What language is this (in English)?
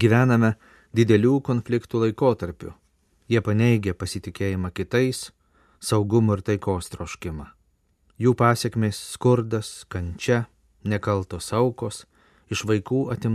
Lithuanian